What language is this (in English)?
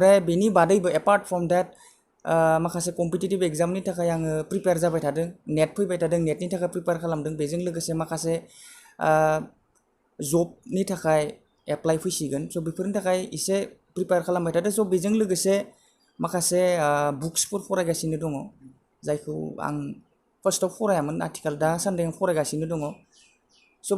Bodo